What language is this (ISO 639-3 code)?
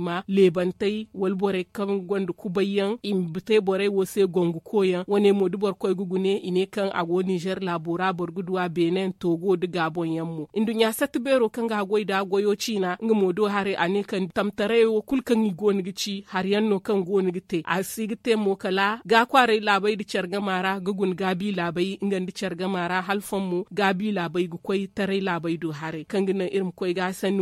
dje